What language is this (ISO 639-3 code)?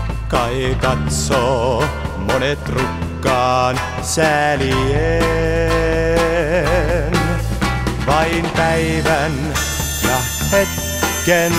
fin